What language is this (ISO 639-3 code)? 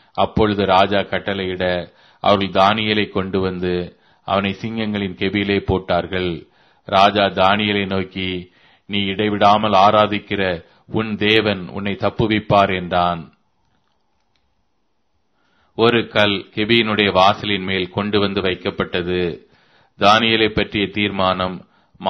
tam